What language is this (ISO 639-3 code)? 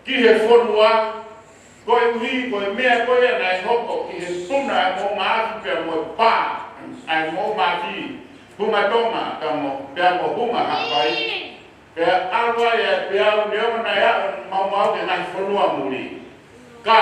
ton